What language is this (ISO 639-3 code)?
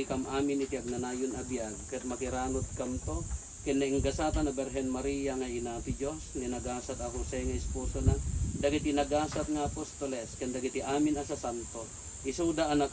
ilo